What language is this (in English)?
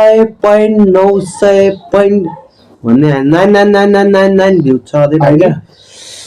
Nepali